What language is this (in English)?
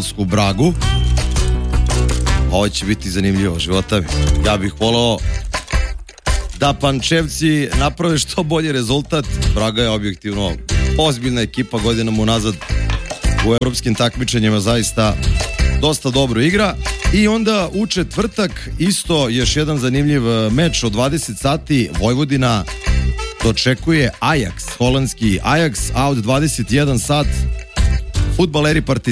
Serbian